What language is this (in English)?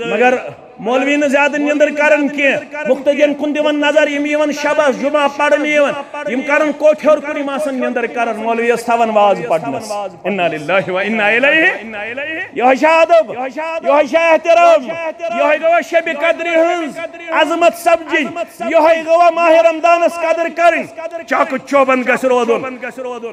Kashmiri